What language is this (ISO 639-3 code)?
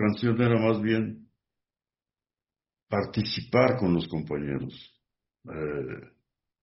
spa